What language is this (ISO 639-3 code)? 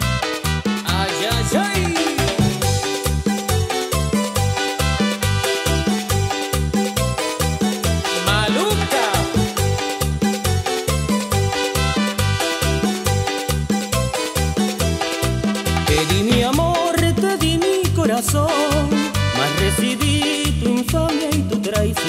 spa